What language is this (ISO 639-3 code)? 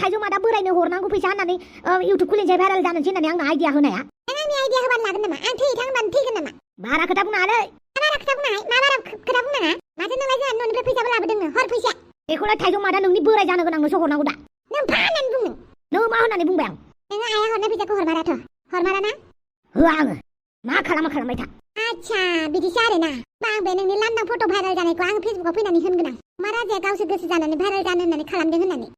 brx